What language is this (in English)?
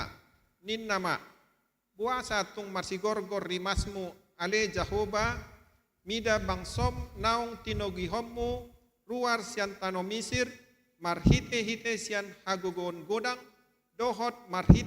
Batak Toba